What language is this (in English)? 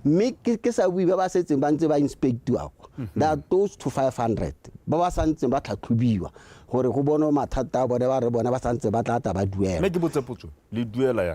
Tswana